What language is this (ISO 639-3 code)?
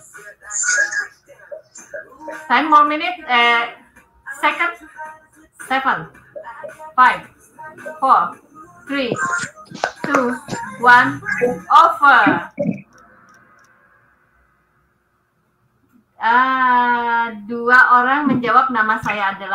ind